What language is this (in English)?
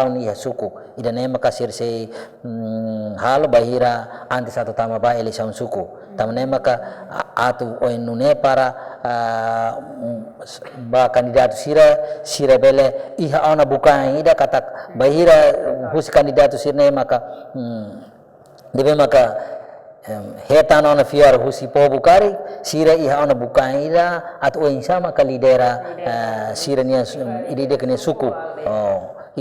Tetum